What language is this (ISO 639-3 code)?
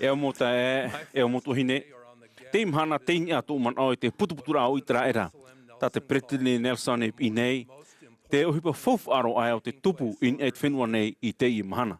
tah